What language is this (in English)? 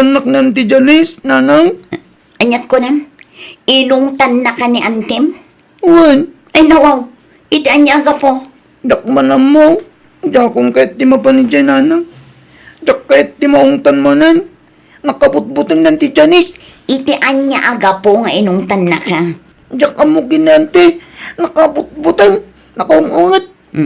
Iloko